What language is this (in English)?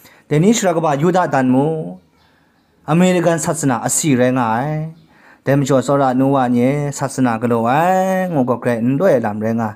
Kachin